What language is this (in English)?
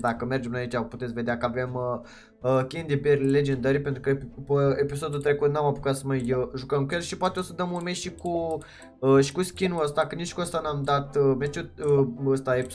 Romanian